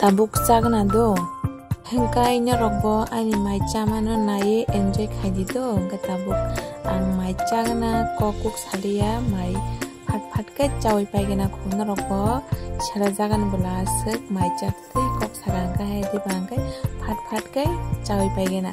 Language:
Kok Borok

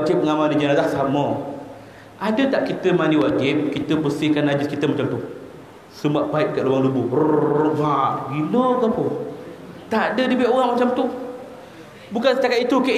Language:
Malay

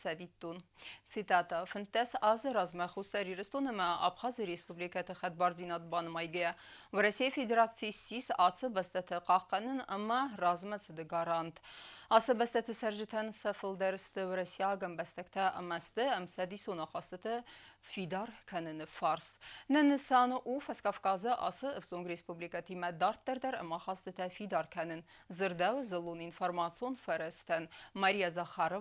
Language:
Ossetic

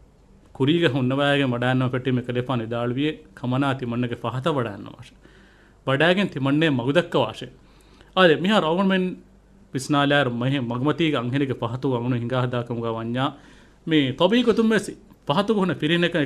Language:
Divehi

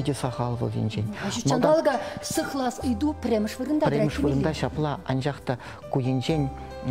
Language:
Chuvash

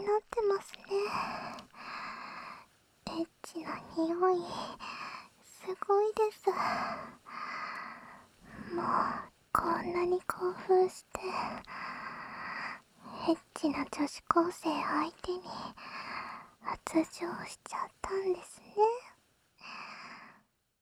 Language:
Japanese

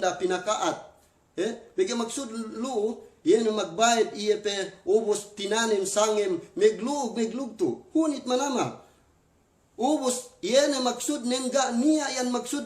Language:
Yakan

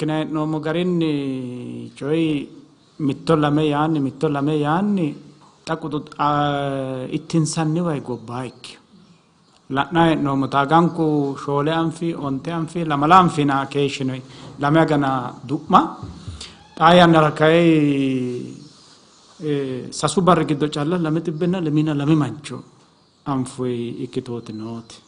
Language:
Sidamo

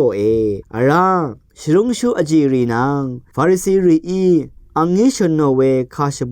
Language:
Rawang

